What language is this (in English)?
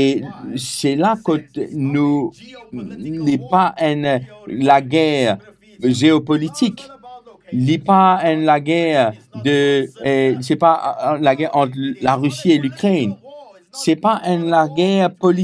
Morisyen